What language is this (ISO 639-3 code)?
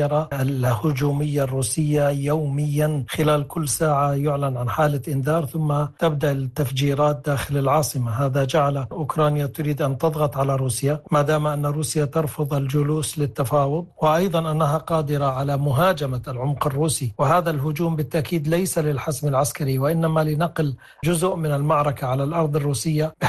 ara